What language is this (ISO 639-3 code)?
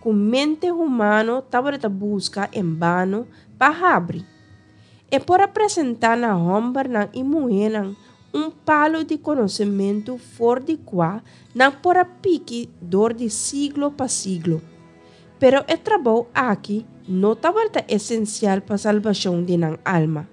pap